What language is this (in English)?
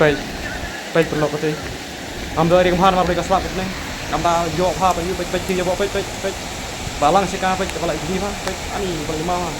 Khasi